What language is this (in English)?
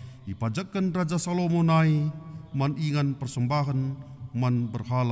Batak Karo